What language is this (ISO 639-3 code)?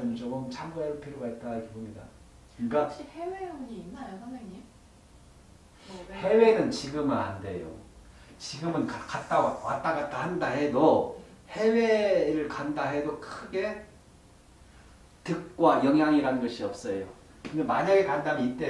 kor